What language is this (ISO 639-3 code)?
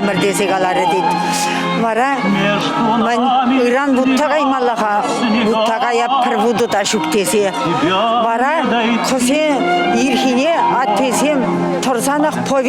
chv